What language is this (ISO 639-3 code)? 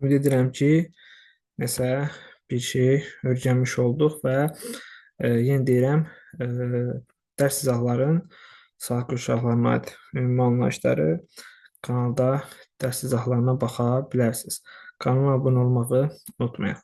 aze